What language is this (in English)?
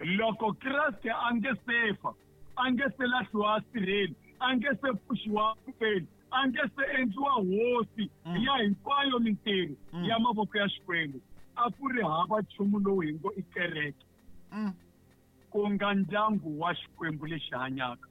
Tsonga